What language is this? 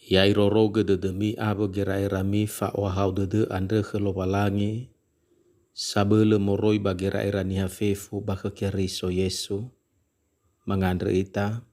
Nias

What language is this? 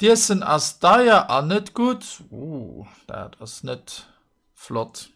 Luxembourgish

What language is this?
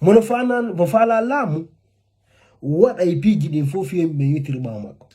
Fula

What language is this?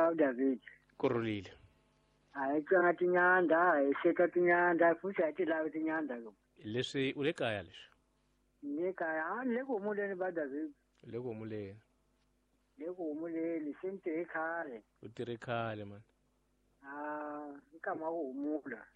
Tsonga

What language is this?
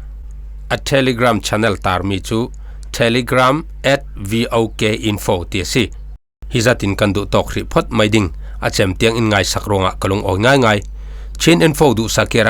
Falam Chin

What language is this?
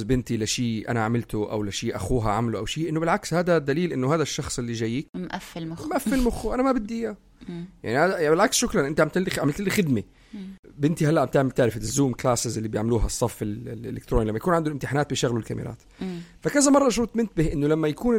North Levantine Arabic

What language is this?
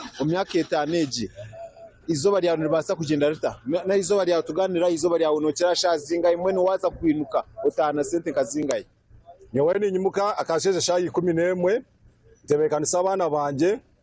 Nyankole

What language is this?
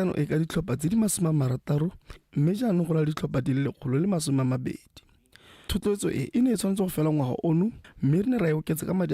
Tswana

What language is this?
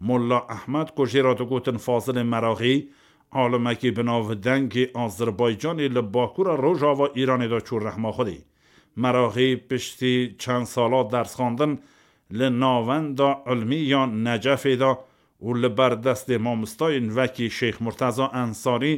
Kurdish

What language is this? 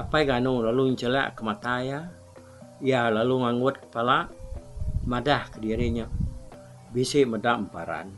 Iban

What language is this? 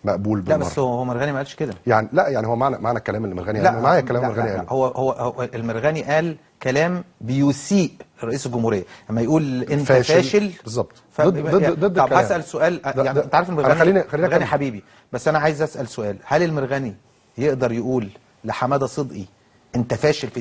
Egyptian Arabic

